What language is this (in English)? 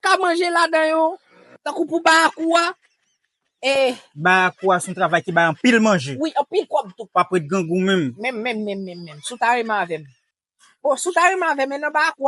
Haitian Creole